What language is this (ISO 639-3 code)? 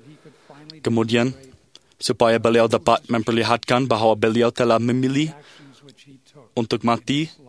msa